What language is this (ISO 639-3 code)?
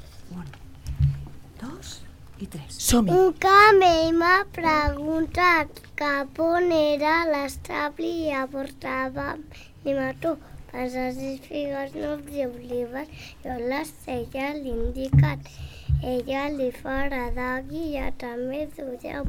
cat